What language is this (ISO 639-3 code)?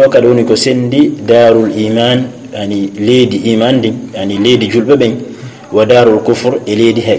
ful